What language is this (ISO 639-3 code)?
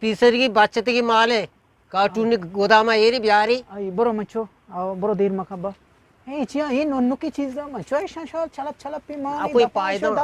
bgp